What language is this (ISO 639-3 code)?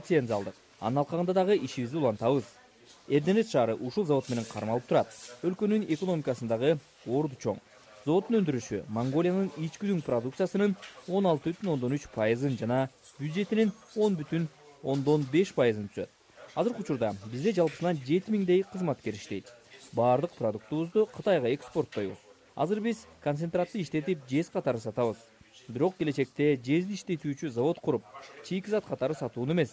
kir